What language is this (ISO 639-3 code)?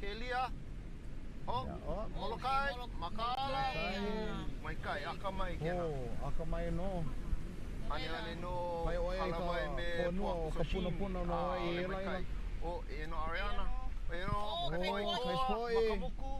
haw